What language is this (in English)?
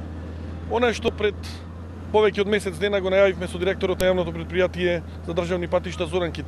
Macedonian